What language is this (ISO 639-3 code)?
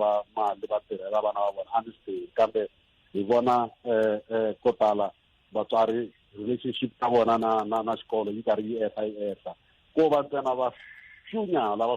tso